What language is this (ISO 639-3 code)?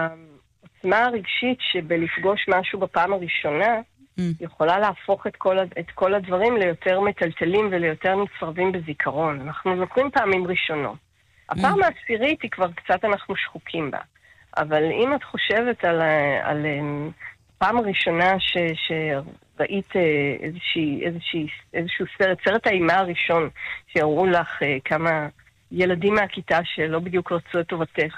heb